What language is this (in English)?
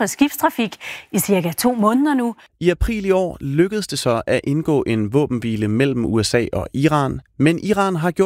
Danish